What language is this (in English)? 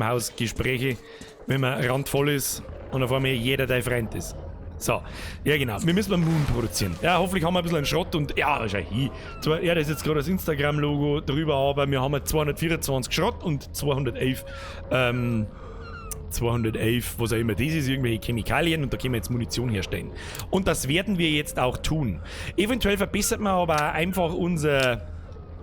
Bavarian